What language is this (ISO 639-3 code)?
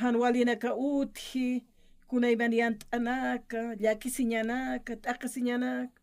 aym